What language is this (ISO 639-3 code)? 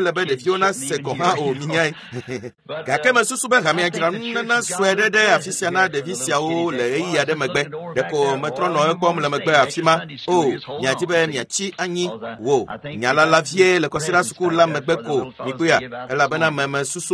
ewe